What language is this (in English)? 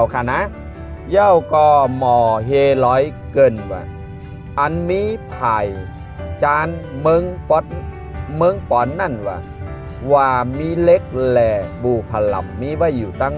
Shan